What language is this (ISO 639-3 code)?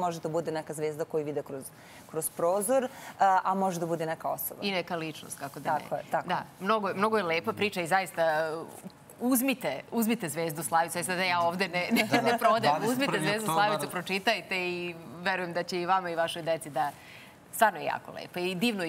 srp